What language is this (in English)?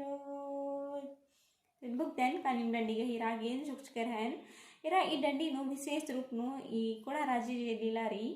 Kurukh